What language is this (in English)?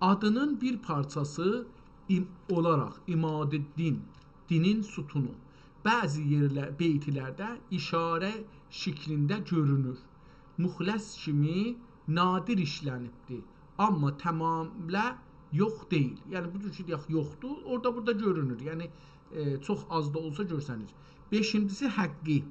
South Azerbaijani